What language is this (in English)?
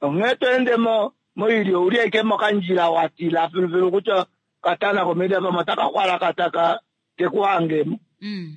Kuanyama